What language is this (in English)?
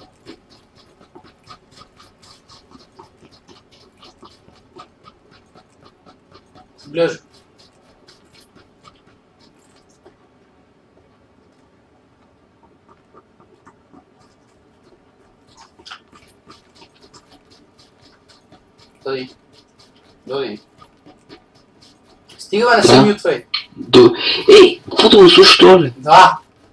Bulgarian